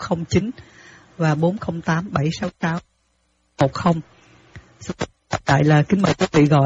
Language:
Vietnamese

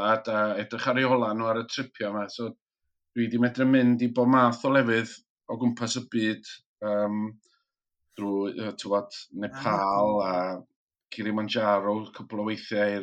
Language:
Welsh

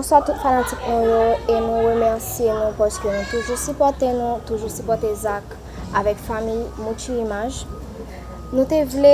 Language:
Haitian Creole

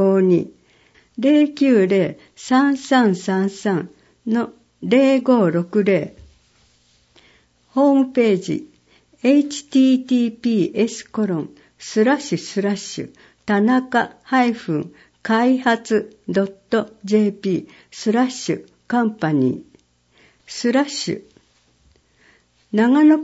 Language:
Japanese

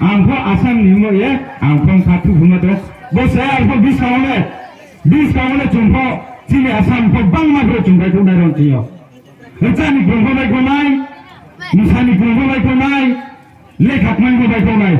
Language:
Riang (India)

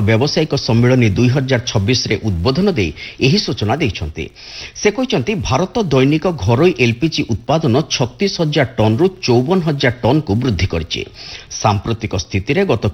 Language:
Odia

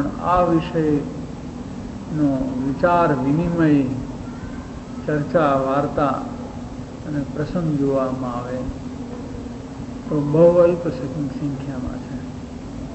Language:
Gujarati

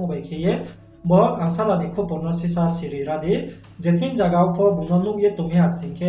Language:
Riang (India)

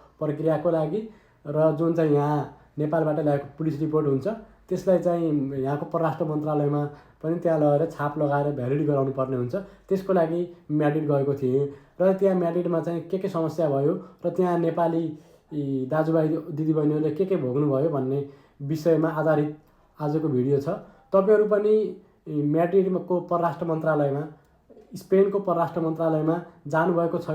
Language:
Nepali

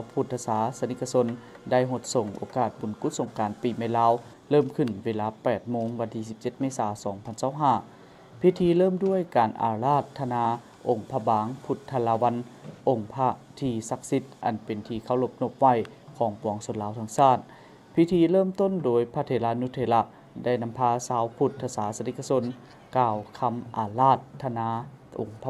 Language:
Lao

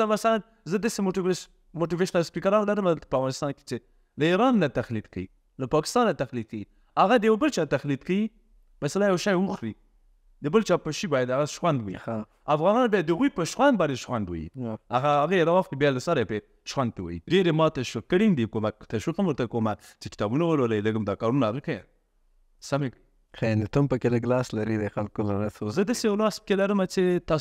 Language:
Pashto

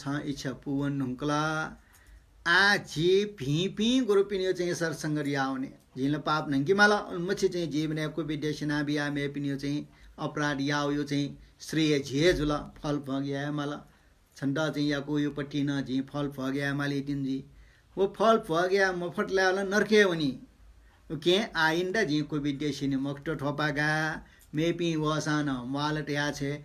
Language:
Newari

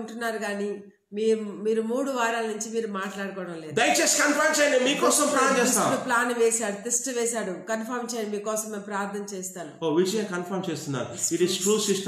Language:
Telugu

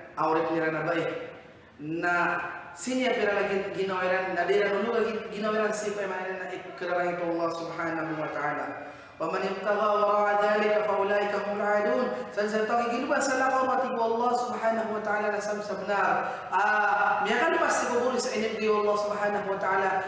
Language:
Maranao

